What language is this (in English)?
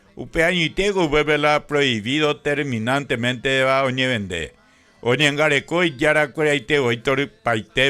Guarani